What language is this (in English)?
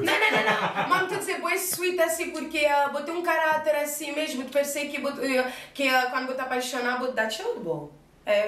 Kabuverdianu